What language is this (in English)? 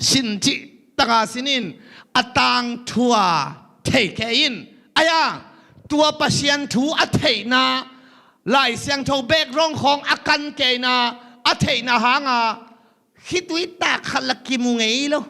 Tedim Chin